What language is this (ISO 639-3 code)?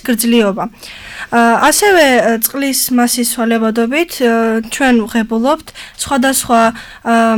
kat